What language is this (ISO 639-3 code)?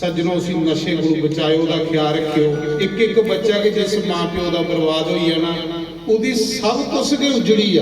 doi